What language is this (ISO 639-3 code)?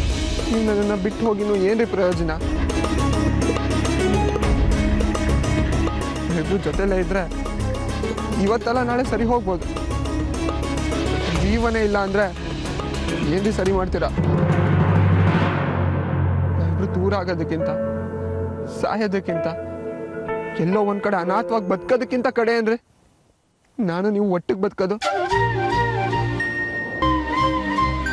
kan